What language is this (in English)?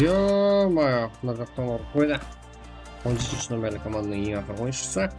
Kara-Kalpak